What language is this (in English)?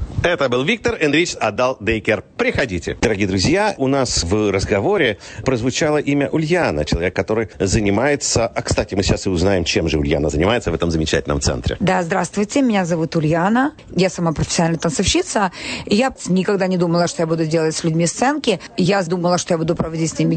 Russian